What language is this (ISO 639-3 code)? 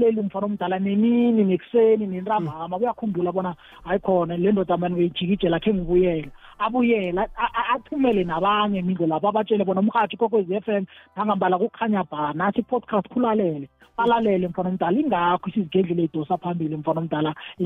nbl